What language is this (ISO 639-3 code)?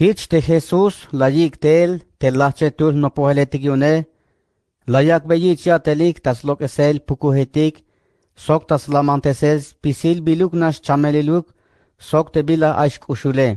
tzh